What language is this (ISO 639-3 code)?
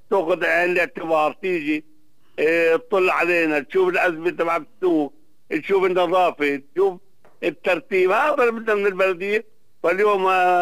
apc